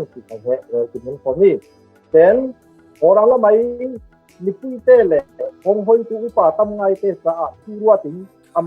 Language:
Falam Chin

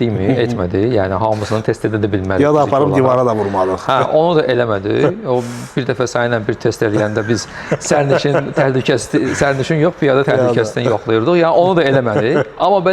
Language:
Azerbaijani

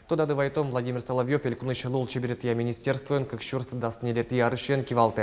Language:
Udmurt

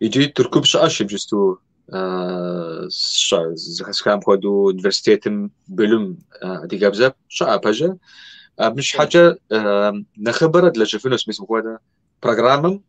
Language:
Kabardian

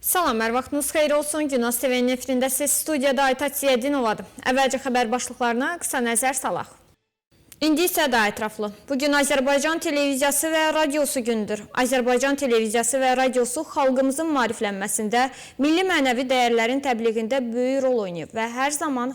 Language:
Azerbaijani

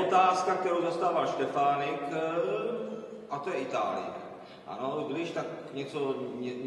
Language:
Czech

